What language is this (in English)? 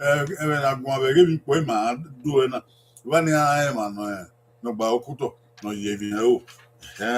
Bini